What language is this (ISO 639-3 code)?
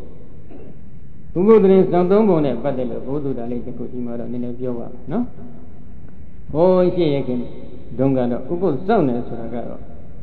mya